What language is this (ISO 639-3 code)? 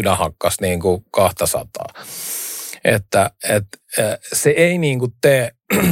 fin